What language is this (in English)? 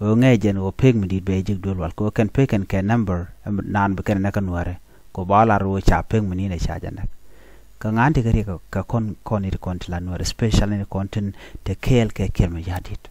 Nuer